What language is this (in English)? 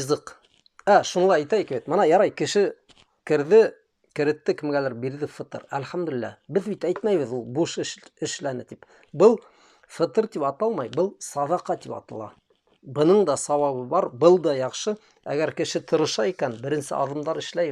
Bashkir